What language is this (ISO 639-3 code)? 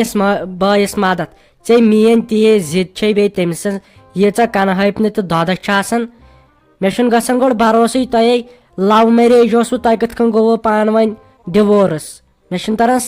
kas